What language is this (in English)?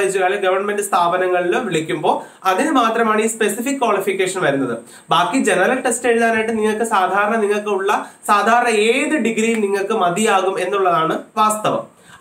Malayalam